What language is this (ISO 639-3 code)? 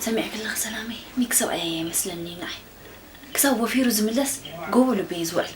tir